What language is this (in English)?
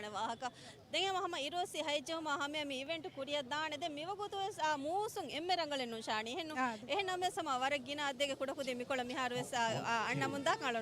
Divehi